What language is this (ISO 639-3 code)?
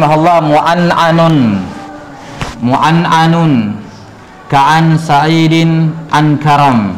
ind